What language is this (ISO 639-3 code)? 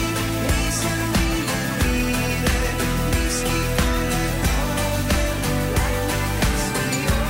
est